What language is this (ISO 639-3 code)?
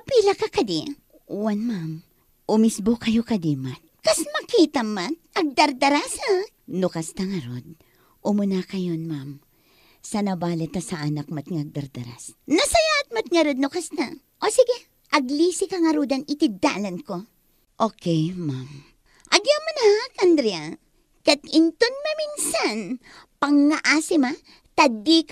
ilo